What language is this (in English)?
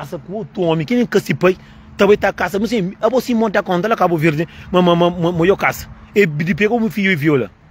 Kabuverdianu